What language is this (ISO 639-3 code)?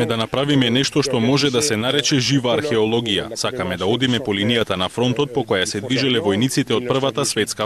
mkd